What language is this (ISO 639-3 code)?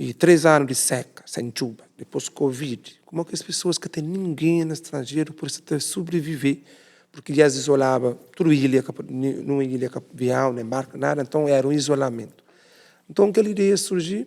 kea